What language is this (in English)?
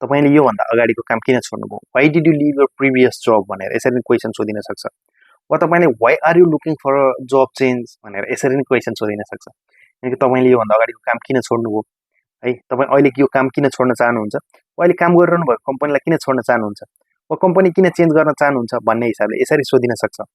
Nepali